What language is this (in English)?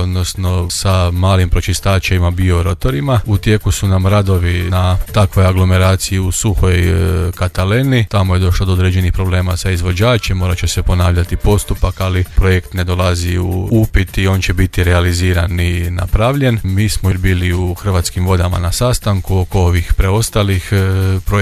Croatian